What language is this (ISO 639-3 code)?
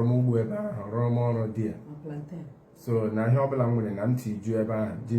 ibo